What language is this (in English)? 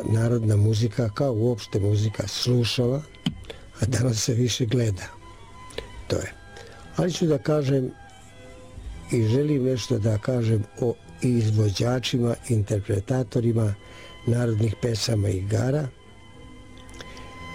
Serbian